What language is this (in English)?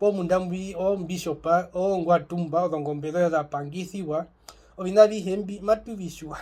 Herero